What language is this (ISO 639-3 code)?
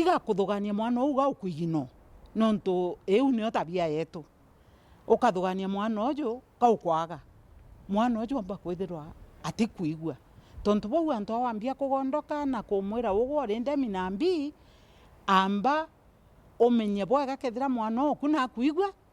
mer